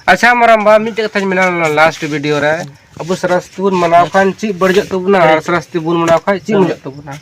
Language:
Santali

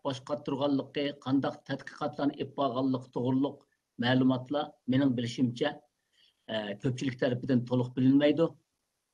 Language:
Uyghur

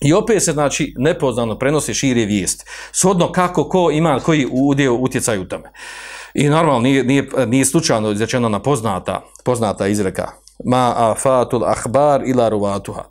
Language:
Bosnian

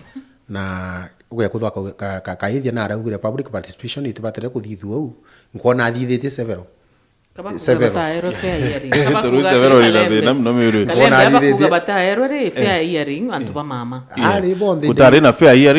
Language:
Meru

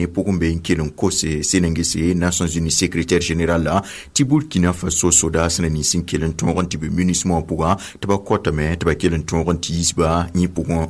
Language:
Mossi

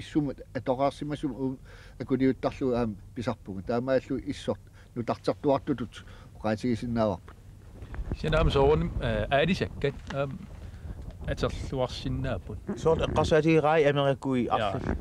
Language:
Kalaallisut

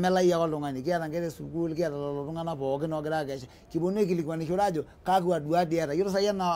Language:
Masai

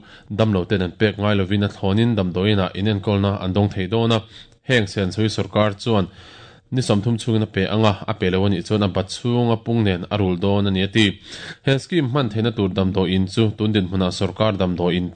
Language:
Mizo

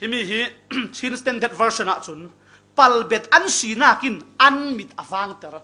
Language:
Falam Chin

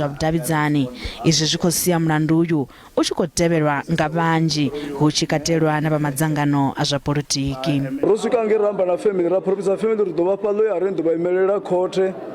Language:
Venda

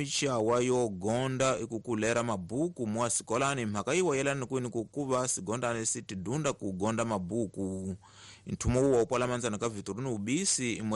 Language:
Tsonga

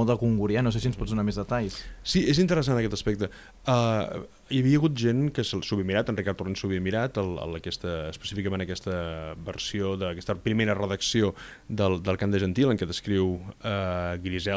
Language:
Catalan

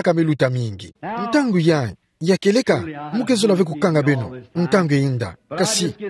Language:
Kituba (Democratic Republic of Congo)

